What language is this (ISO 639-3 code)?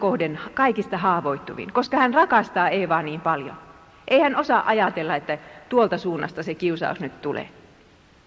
fin